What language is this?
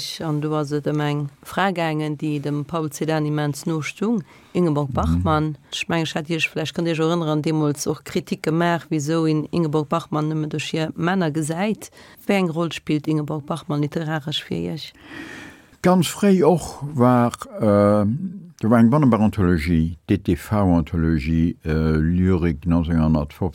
Luxembourgish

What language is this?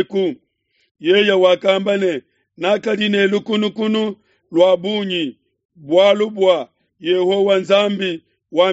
Luba-Lulua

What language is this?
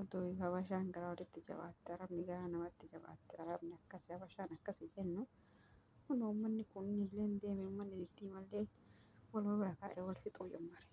Oromo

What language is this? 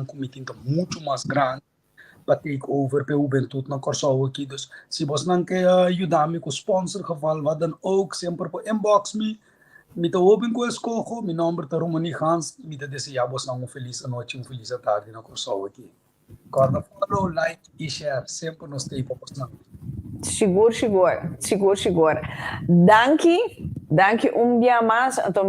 Papiamento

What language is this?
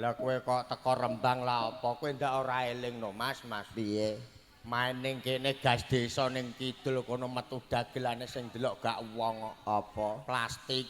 Javanese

